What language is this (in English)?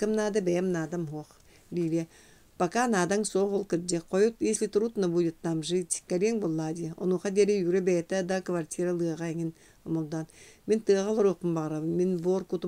Yakut